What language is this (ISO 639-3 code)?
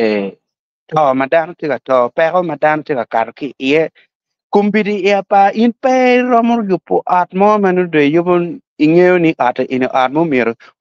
ach